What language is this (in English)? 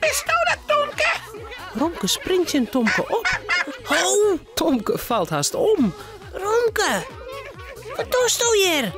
Western Frisian